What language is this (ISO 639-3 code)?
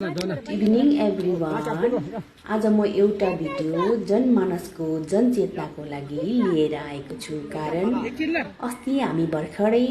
nep